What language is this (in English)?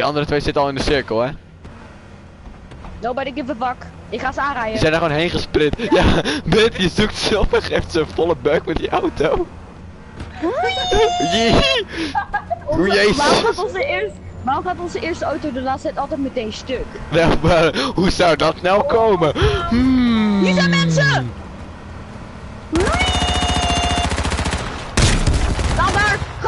Dutch